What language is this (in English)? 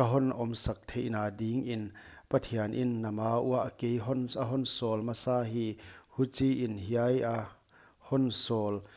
Paite Chin